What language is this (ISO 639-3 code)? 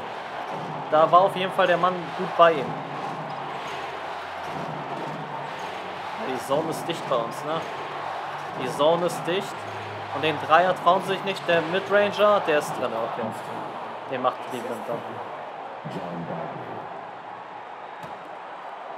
deu